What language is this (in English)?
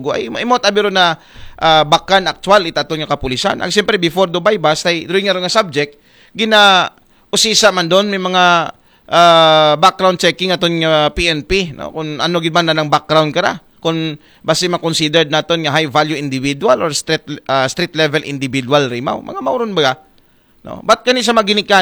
Aklanon